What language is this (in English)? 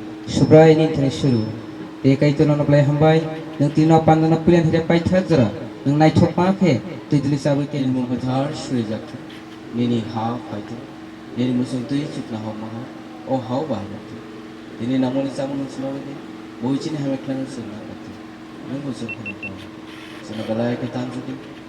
Kok Borok